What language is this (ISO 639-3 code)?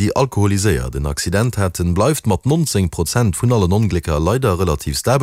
ltz